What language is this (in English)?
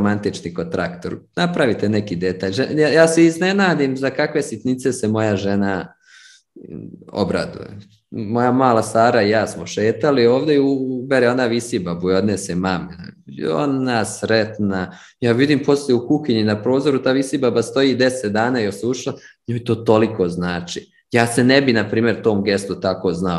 Serbian